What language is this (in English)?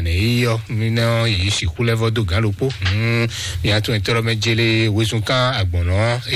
Fon